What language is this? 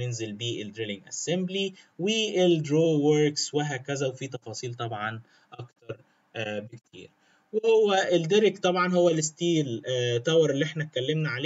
Egyptian Arabic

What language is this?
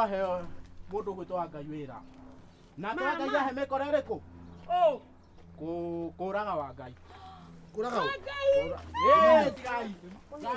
Kikuyu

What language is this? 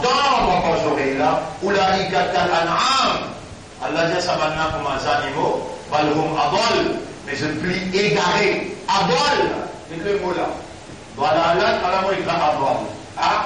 Morisyen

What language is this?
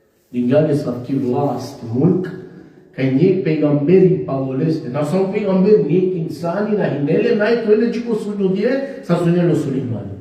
Balkan Romani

